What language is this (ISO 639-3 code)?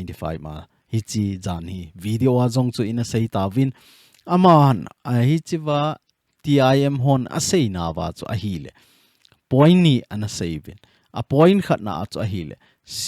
tcz